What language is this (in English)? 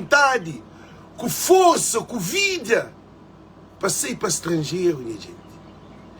Kabuverdianu